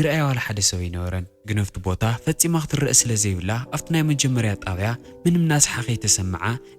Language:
Tigrinya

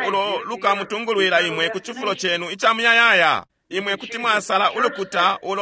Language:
Bemba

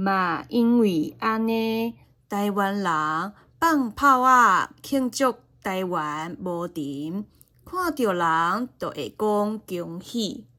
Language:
Min Nan Chinese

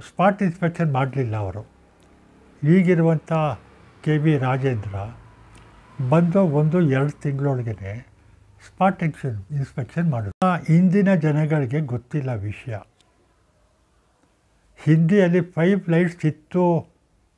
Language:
Kannada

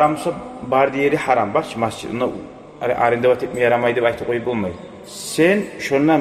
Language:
Kumyk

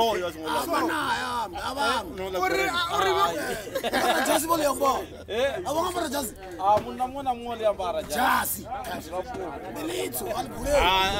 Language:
Venda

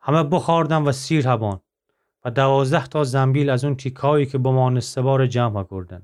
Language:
Gilaki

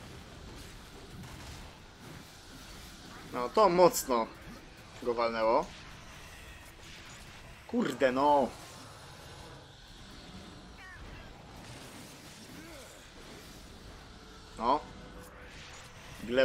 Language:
Polish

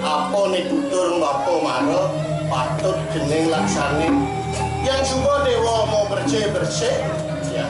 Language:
Balinese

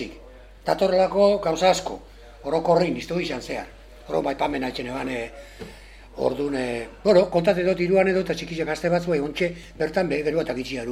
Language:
Basque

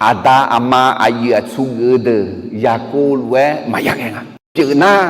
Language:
Akha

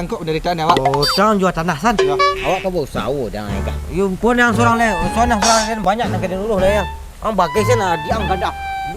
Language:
Minangkabau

